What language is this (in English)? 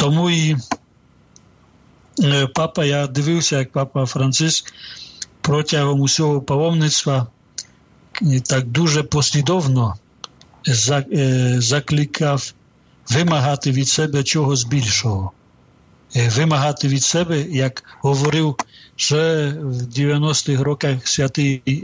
Ukrainian